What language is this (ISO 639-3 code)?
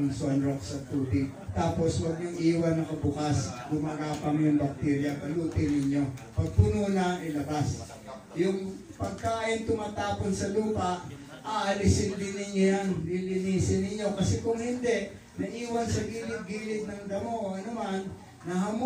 fil